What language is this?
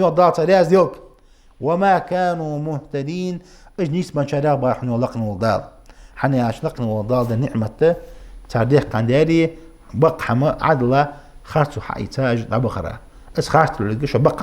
Ingush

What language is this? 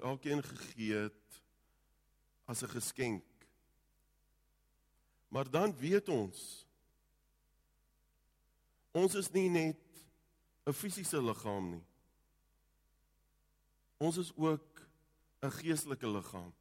Afrikaans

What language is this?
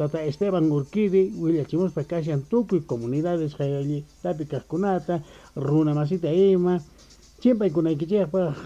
South Bolivian Quechua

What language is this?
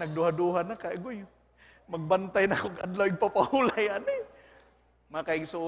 Cebuano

